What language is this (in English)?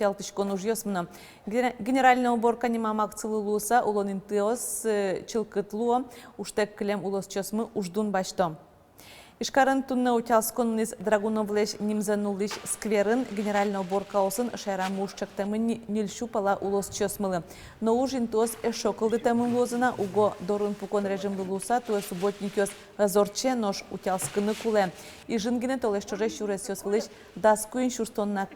Udmurt